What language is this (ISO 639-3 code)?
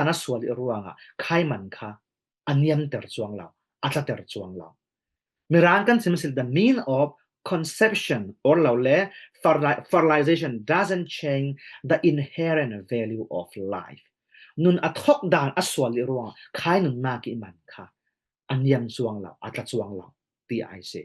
cfm